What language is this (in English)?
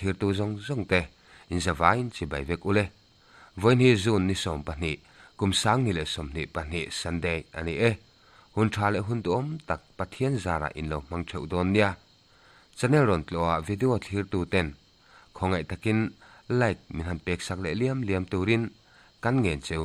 Mizo